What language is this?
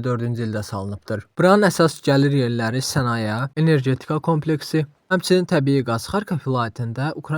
Azerbaijani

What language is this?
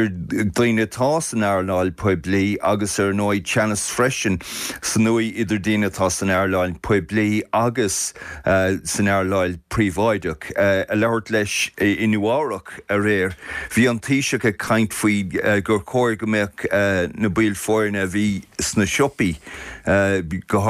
Irish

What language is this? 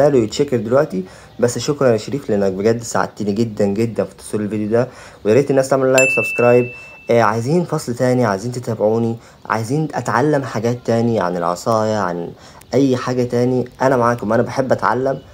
Egyptian Arabic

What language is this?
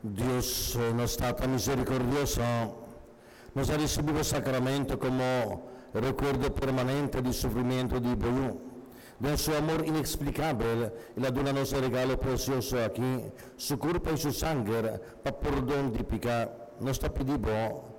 Papiamento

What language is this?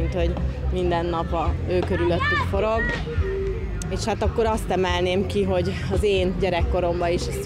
Hungarian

